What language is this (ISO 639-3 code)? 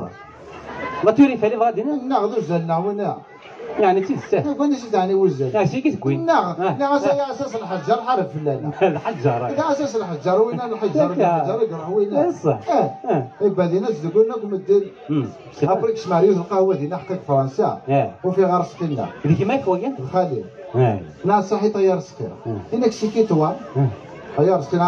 arq